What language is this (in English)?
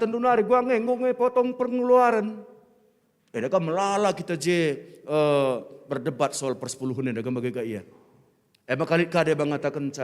Batak Karo